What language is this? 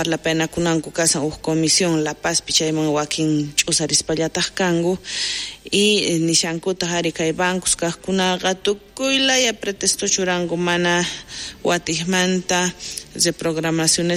South Bolivian Quechua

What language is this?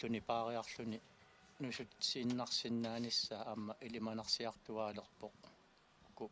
Kalaallisut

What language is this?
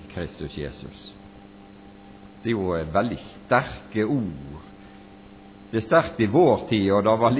Norwegian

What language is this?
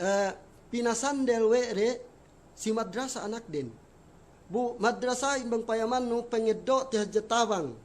Yakan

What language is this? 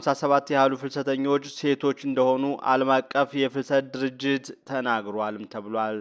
Amharic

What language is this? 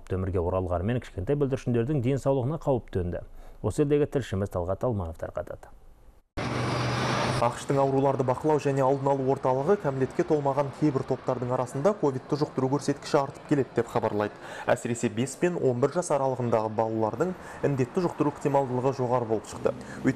Kazakh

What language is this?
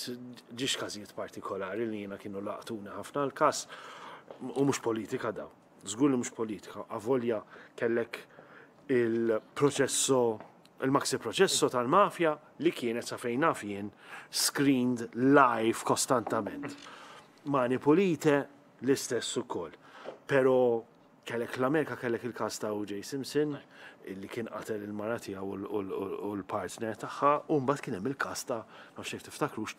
Maltese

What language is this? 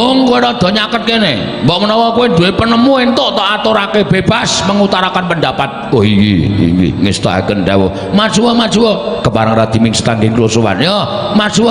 Javanese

